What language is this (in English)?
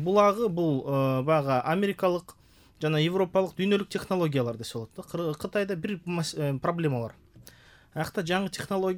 Kyrgyz